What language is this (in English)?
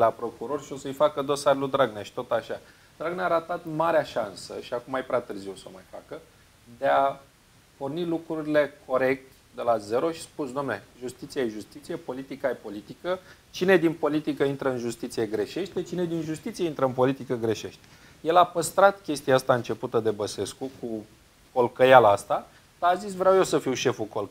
Romanian